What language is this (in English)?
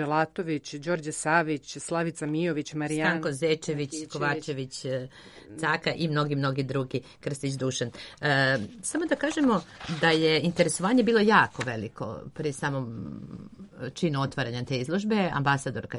Serbian